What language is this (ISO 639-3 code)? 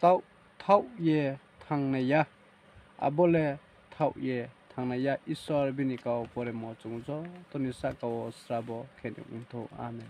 ria